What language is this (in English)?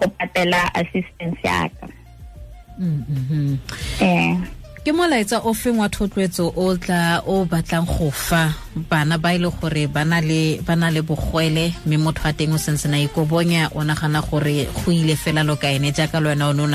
Tswana